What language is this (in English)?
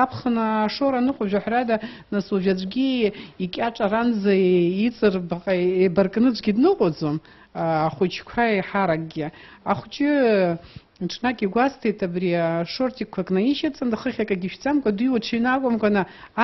Abkhazian